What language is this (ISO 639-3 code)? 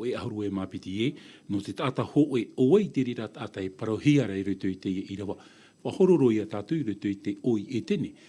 tah